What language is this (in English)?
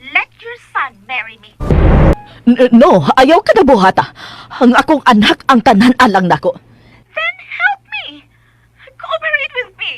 Cebuano